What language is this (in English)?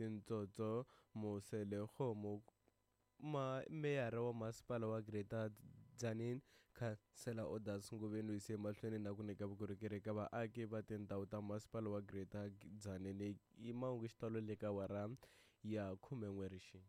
Tsonga